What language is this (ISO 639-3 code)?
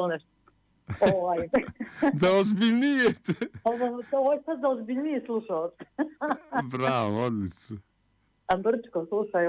bos